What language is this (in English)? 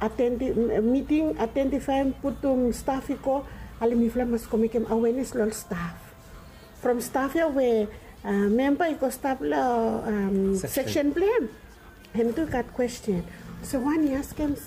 Bislama